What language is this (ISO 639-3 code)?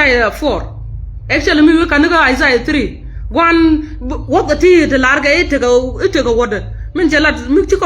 nus